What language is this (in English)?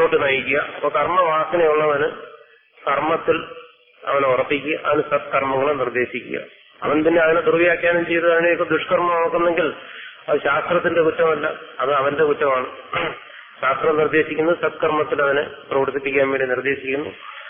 Malayalam